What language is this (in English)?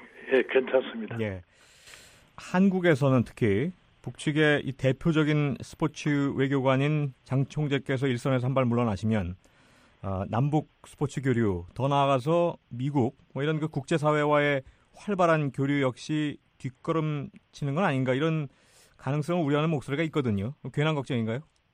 Korean